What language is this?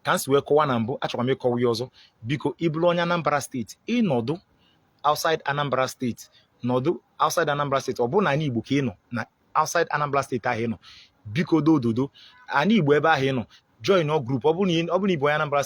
Igbo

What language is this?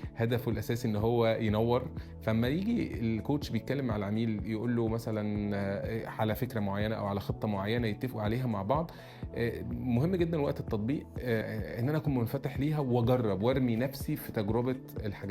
Egyptian Arabic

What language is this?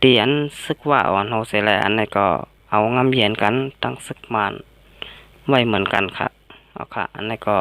Shan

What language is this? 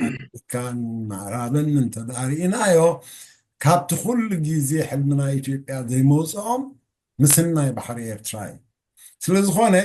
Tigrinya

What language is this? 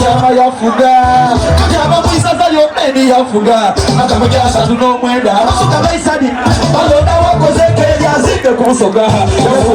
Soga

